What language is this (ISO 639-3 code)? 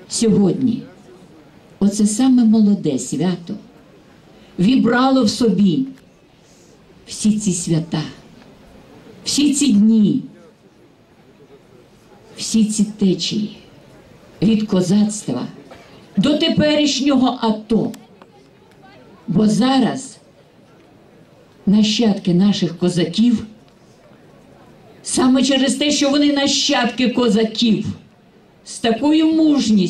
ukr